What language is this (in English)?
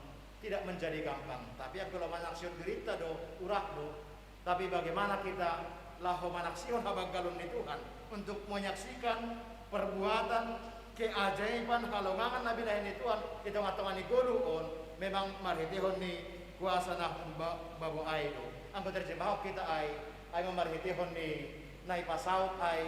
Batak Simalungun